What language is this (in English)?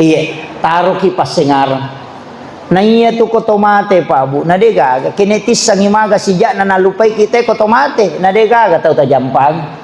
Buginese